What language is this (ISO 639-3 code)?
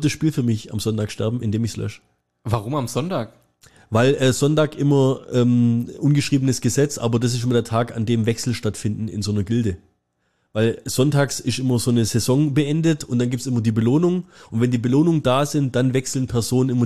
deu